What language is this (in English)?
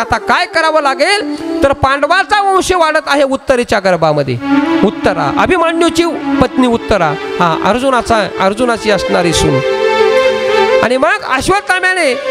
Marathi